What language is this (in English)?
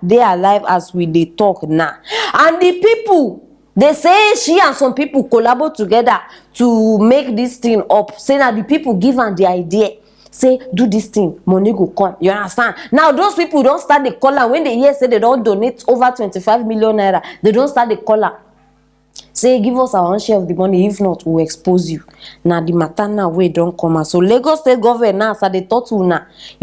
Nigerian Pidgin